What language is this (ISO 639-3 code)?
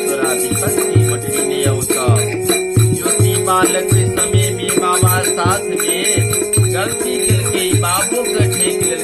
mai